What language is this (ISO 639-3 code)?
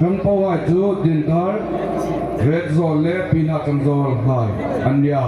hmr